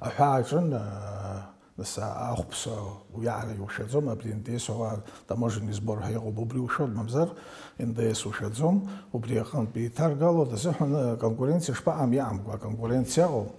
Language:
Abkhazian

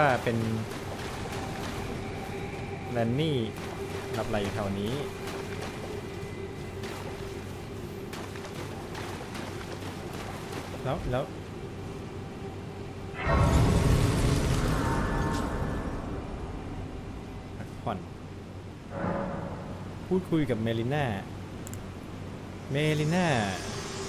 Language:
Thai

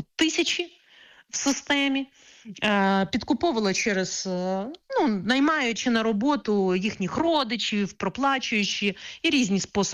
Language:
Ukrainian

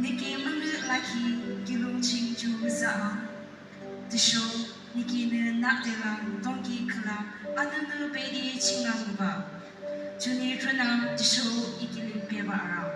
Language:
Yimchungru Naga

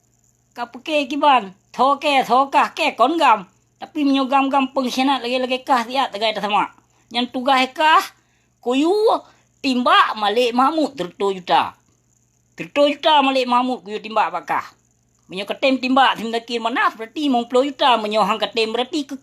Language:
Achinese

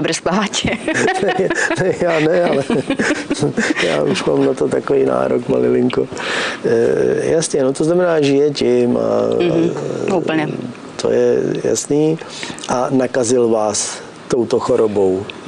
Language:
Czech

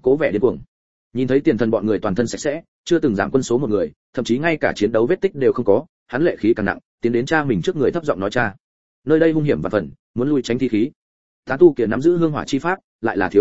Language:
Vietnamese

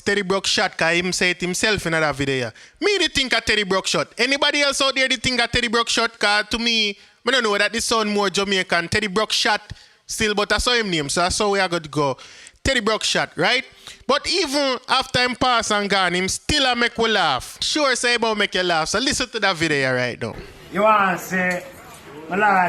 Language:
Jamaican Creole English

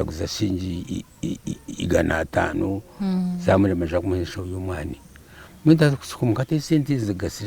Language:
Nyankole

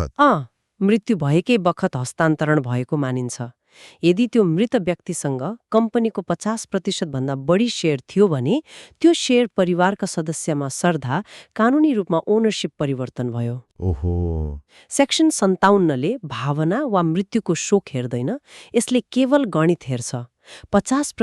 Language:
Nepali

